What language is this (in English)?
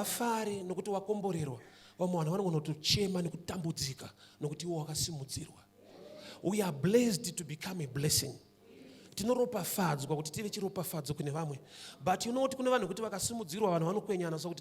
Shona